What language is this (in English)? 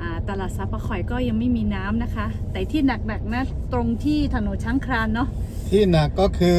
Lahu